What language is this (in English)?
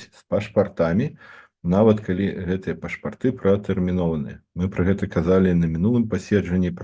Belarusian